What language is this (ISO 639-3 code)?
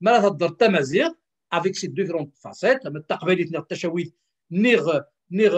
kab